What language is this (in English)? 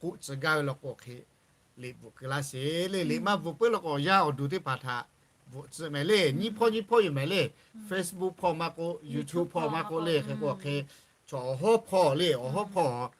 Lahu